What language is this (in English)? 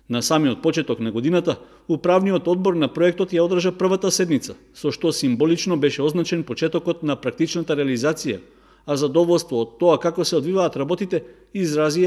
Macedonian